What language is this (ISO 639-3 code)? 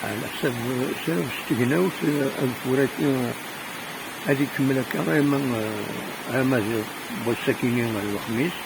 kab